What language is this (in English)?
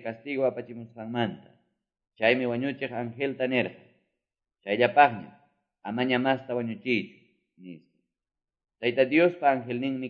Quechua